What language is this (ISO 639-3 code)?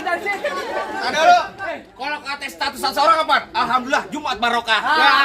bew